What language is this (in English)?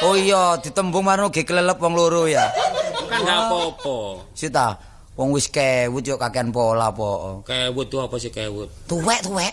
Javanese